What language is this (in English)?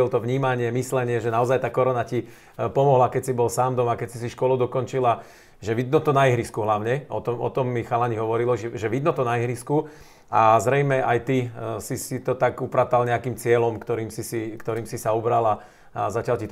Slovak